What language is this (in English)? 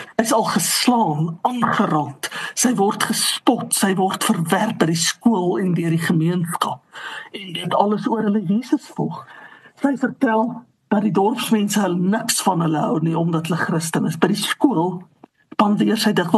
Afrikaans